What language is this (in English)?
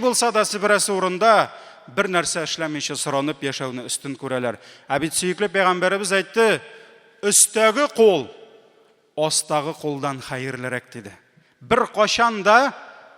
Tatar